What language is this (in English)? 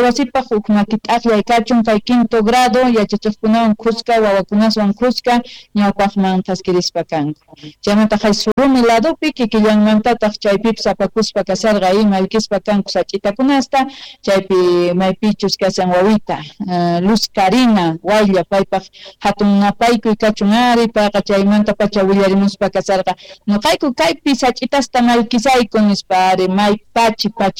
South Bolivian Quechua